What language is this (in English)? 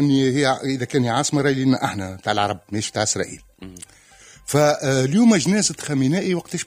Tunisian Arabic